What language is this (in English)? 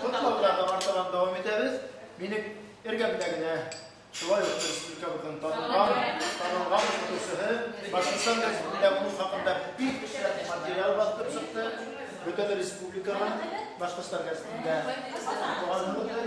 Bashkir